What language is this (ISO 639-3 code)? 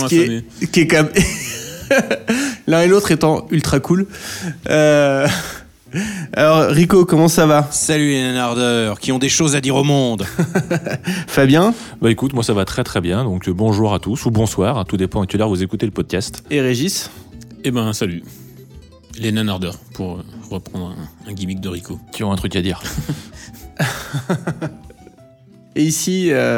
fra